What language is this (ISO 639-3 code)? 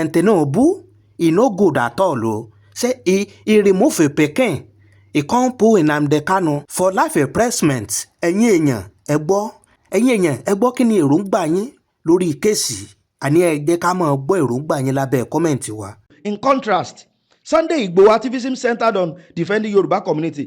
yor